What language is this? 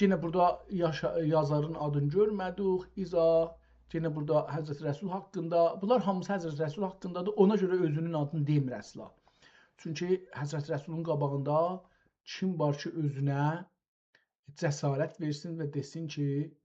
South Azerbaijani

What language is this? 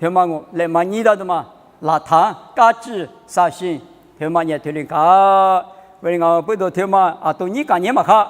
Lisu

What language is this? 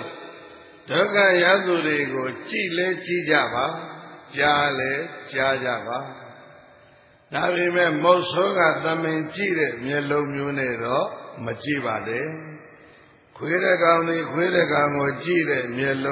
Burmese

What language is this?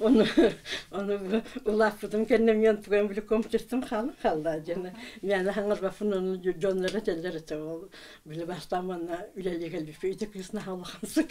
Yakut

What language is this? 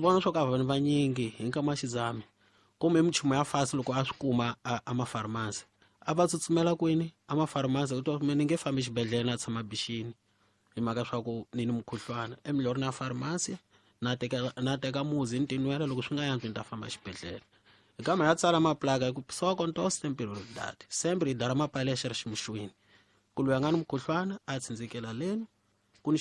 Tsonga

